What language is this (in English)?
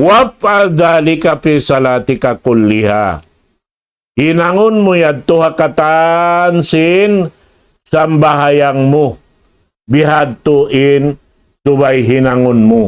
Tausug